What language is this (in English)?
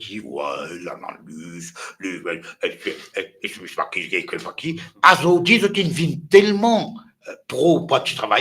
Morisyen